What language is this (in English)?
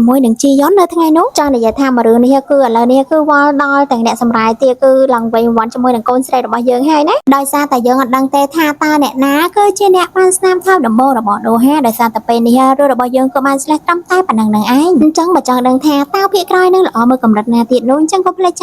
Khmer